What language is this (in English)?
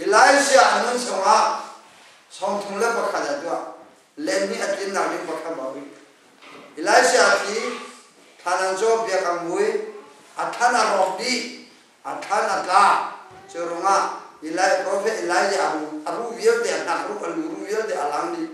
Hakha Chin